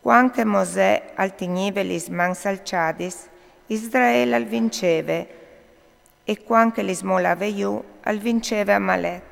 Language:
Friulian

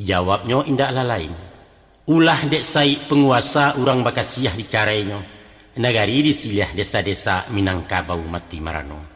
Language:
Minangkabau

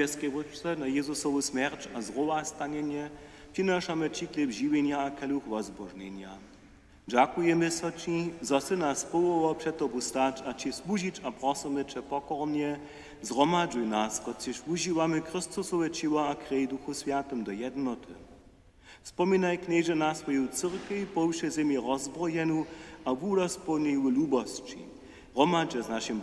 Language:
Upper Sorbian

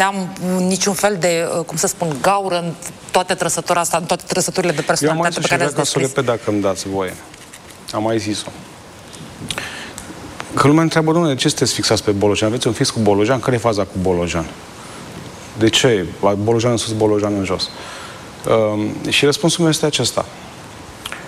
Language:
Romanian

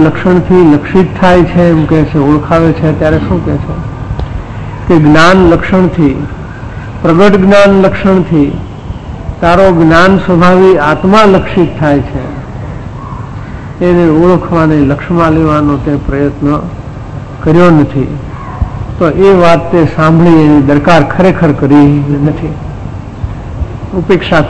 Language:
Gujarati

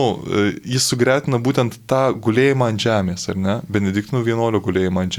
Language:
Lithuanian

